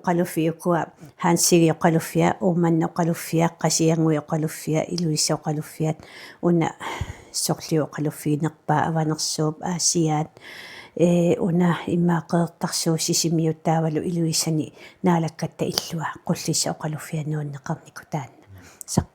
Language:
Kalaallisut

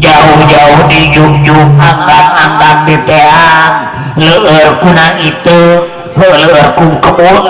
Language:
Sundanese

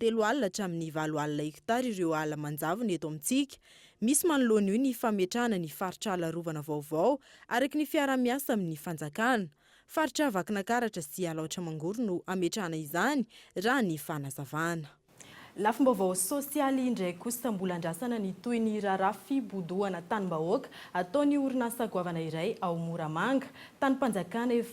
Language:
Malagasy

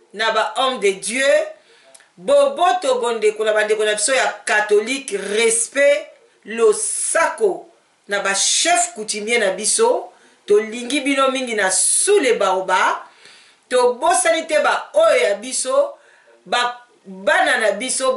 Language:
Lingala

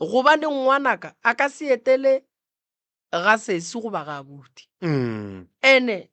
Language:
Northern Sotho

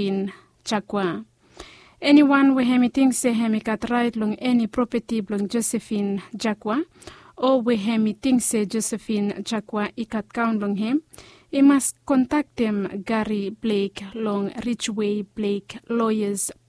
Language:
Bislama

